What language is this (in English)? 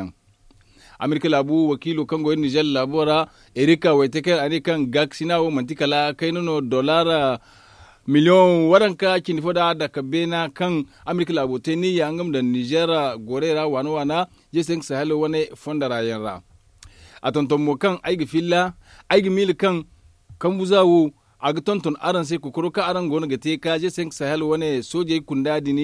Zarma